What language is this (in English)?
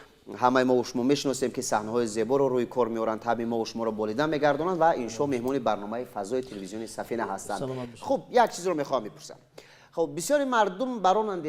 Tajik